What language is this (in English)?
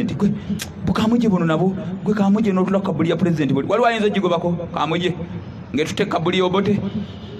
Ganda